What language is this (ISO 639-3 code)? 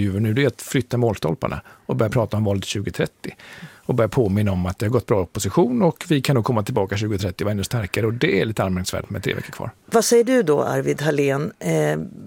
swe